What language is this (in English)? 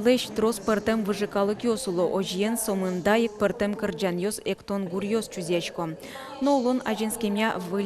Udmurt